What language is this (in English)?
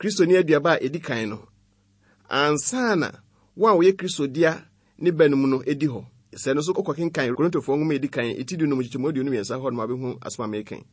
Akan